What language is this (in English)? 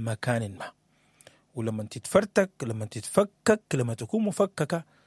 Sudanese Arabic